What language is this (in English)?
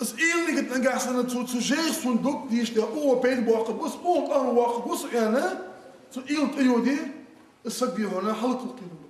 Ingush